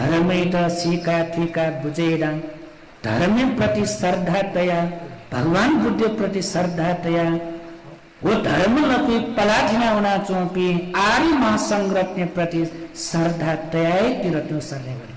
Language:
Newari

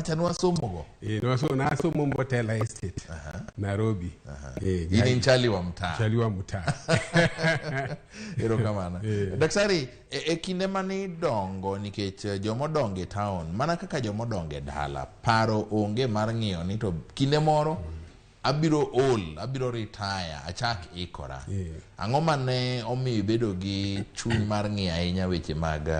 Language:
Luo (Kenya and Tanzania)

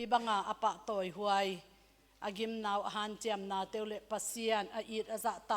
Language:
Tedim Chin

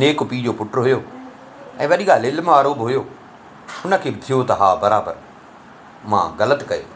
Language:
Sindhi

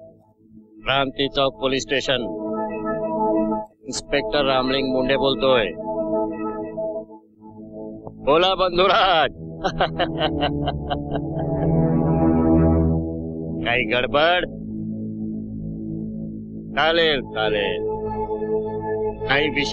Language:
Marathi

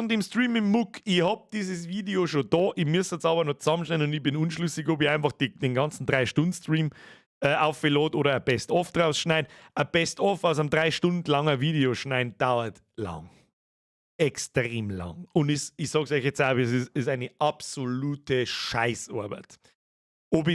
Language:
Bavarian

